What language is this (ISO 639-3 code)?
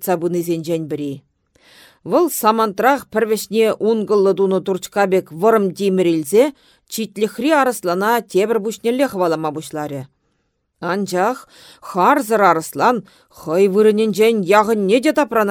chv